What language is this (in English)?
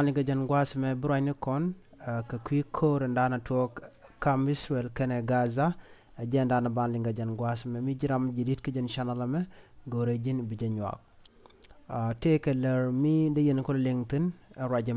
Nuer